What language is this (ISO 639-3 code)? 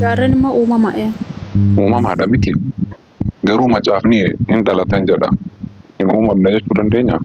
orm